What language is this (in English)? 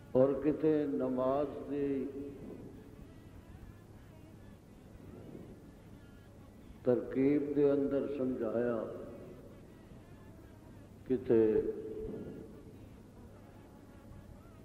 Western Panjabi